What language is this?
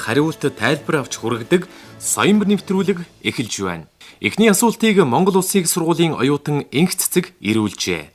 Mongolian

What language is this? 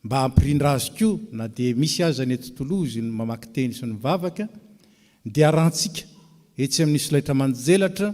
Malagasy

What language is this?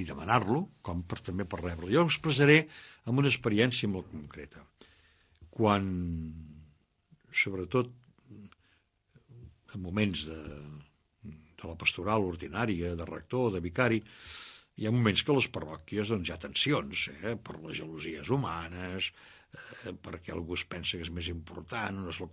Catalan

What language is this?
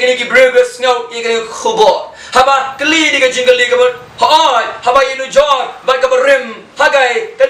Khasi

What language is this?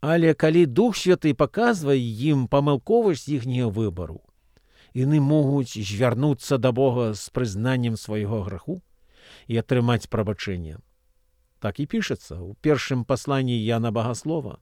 Belarusian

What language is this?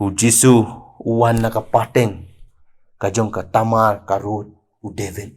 Khasi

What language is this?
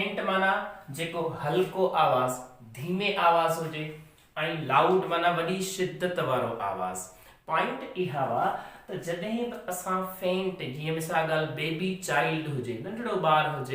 Sindhi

